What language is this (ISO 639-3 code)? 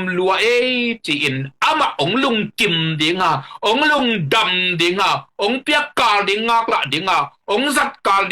ctd